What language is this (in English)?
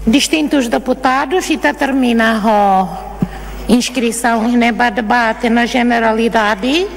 Tetum